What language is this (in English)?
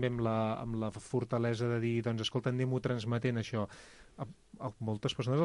Catalan